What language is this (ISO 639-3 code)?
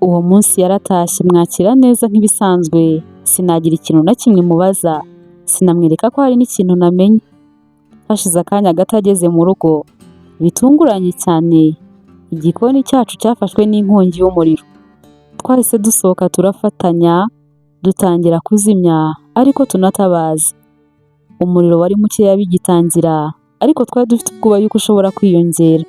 kin